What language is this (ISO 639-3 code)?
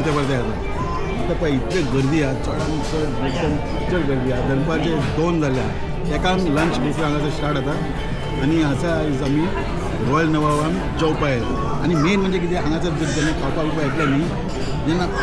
kok